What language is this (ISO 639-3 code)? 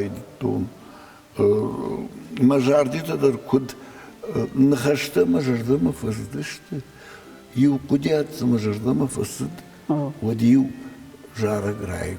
oss